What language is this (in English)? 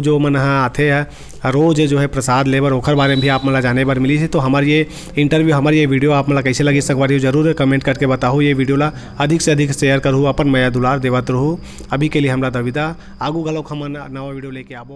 Chhattisgarhi